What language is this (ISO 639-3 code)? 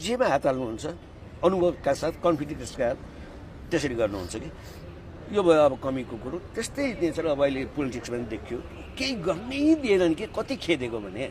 nep